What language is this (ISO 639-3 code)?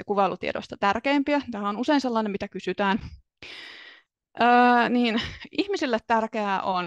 fin